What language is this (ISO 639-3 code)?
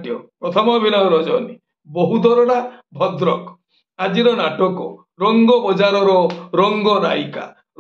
ori